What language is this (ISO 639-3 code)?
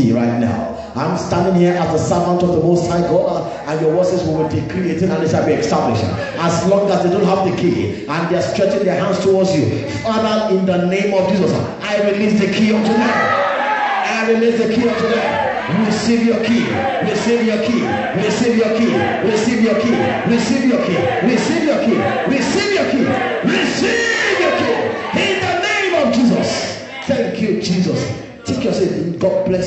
eng